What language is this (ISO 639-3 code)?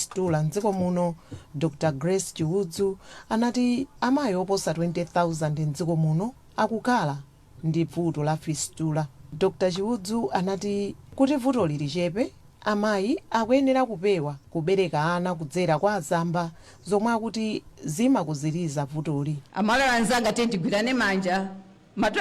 nya